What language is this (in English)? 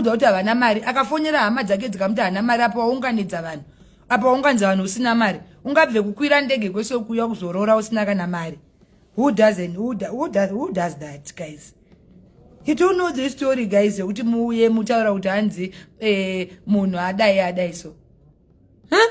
Shona